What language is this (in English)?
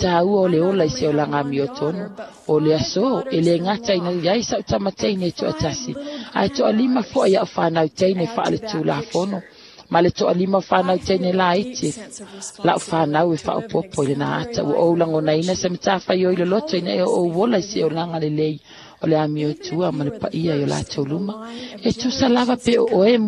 Samoan